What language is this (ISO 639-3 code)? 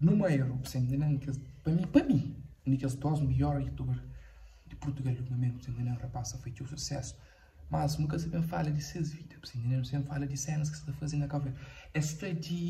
kea